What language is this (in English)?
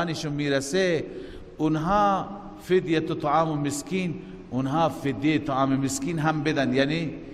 Persian